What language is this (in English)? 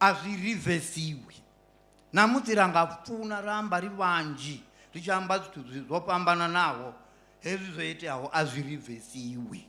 Venda